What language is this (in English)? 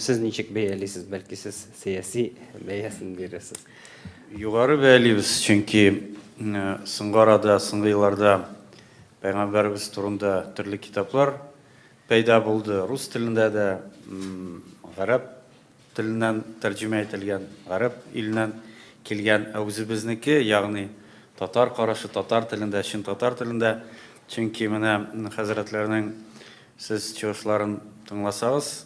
Tatar